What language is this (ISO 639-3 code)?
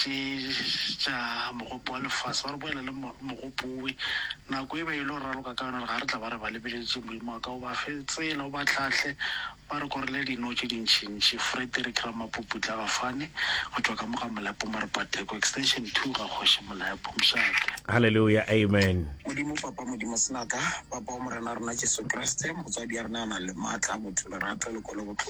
nso